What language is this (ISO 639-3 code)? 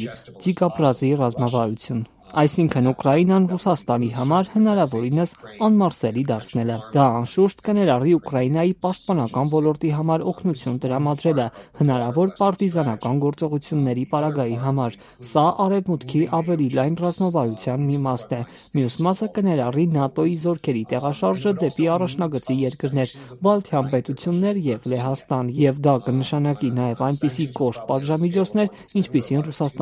hye